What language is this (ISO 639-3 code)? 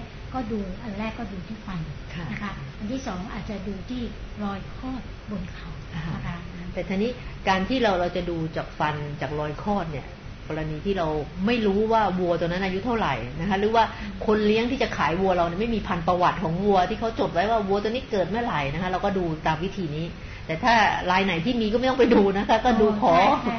tha